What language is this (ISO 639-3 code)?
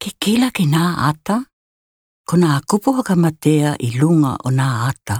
tkl